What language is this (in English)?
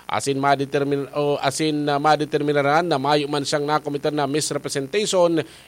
Bikol